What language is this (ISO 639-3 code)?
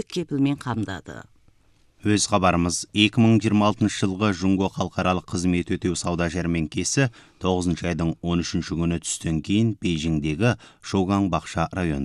kaz